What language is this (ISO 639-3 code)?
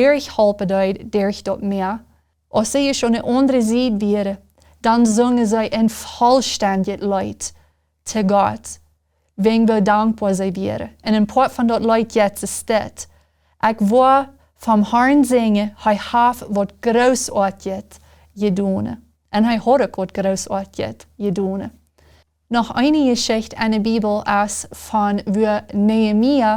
pdt